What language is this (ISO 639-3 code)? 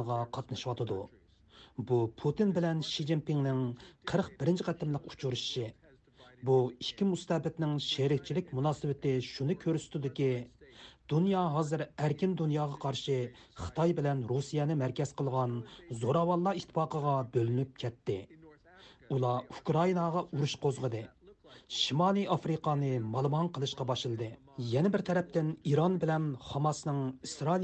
uig